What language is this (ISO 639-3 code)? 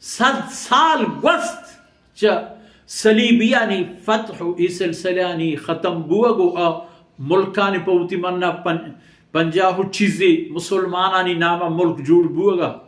bal